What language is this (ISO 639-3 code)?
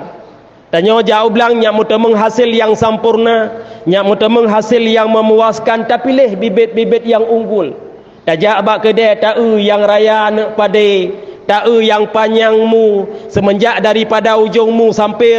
ace